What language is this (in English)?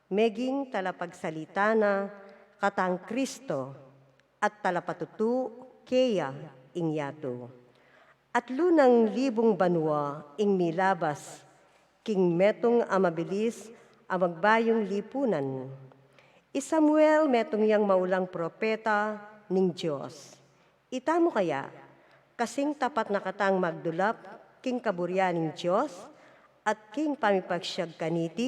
Pampanga